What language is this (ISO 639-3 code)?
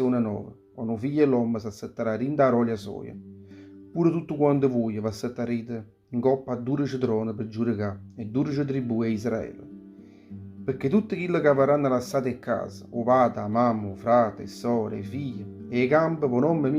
nap